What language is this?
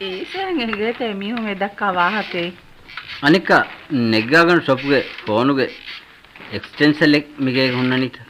Divehi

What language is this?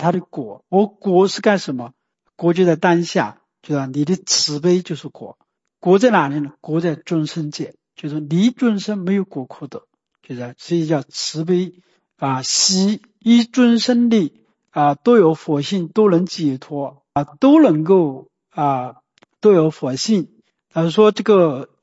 Chinese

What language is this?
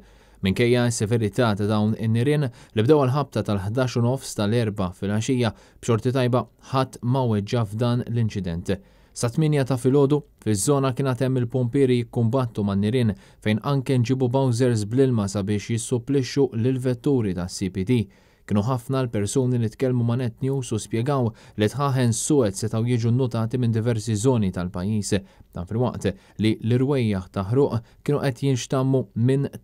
Maltese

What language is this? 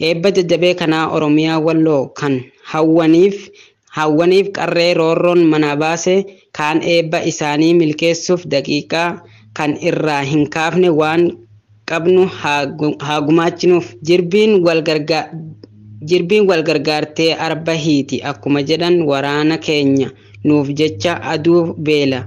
Oromo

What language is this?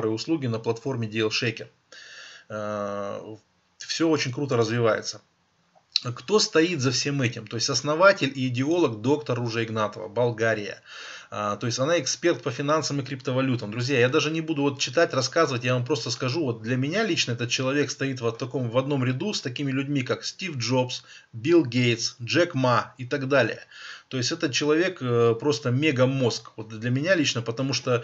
Russian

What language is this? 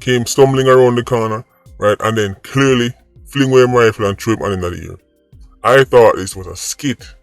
Jamaican Creole English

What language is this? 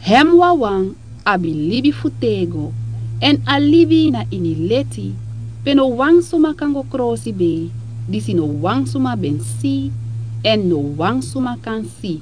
Sranan Tongo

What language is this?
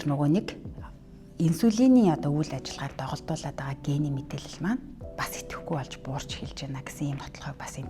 Mongolian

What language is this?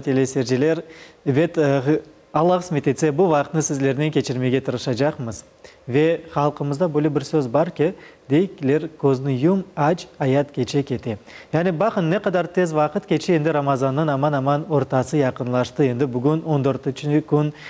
Crimean Tatar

